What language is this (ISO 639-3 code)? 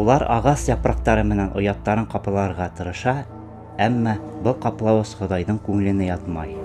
bak